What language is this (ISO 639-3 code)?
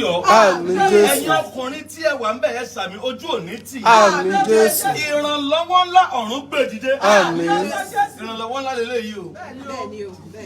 yor